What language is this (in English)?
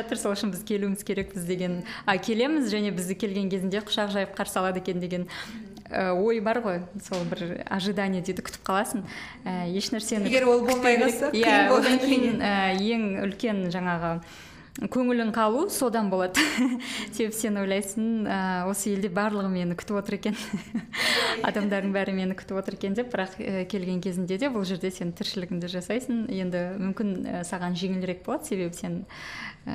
Kazakh